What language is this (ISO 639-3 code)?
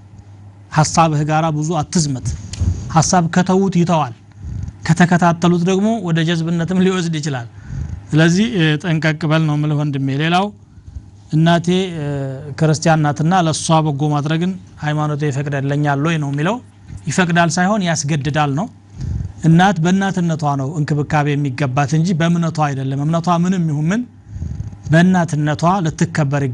amh